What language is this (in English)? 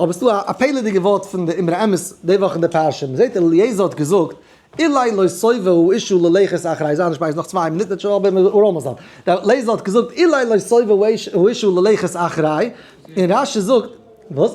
Yiddish